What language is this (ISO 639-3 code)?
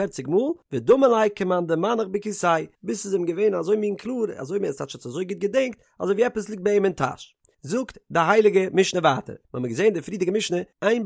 yid